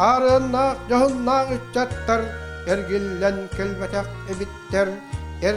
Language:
Yakut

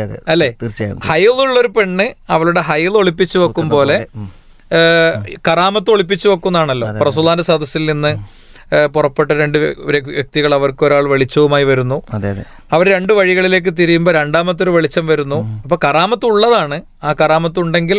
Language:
Malayalam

